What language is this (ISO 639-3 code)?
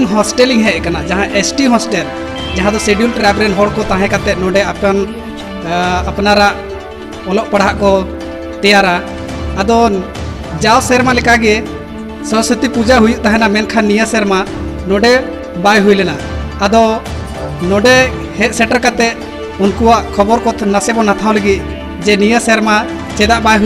sat